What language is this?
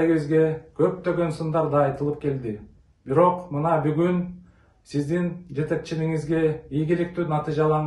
Kyrgyz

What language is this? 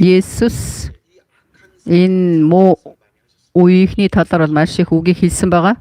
Mongolian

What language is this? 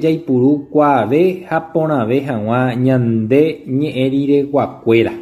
Guarani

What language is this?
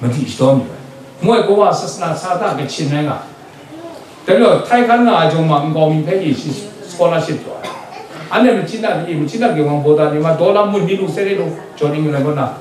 Kachin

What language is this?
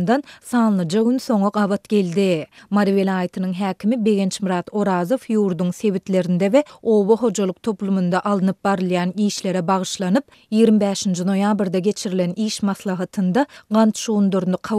Turkmen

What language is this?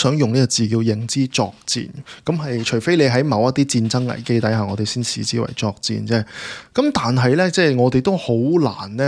Cantonese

